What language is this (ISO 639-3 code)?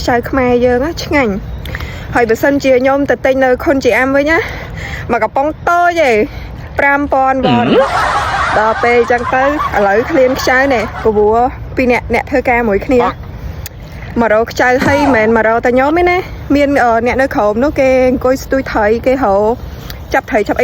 khm